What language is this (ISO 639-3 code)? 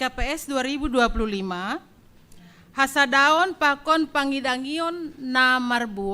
bts